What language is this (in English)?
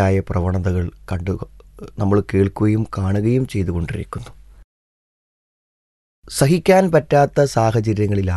Malayalam